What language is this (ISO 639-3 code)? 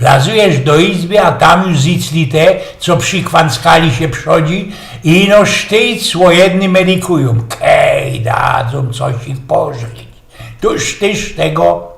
szl